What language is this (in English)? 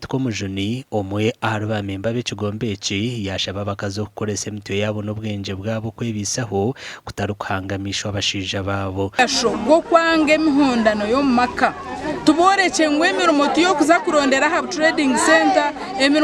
Nyankole